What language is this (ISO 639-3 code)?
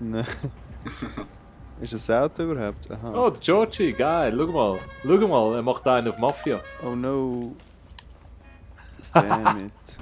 gsw